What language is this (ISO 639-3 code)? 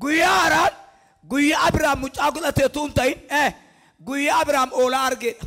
orm